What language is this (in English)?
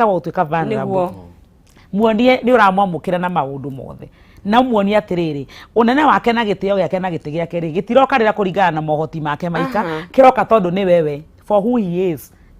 Kikuyu